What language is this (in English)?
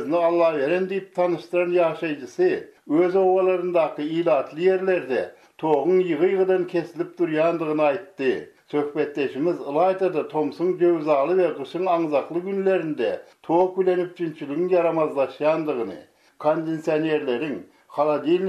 Turkmen